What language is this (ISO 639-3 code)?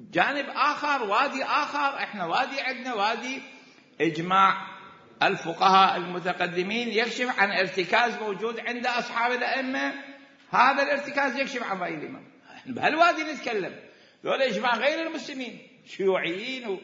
acm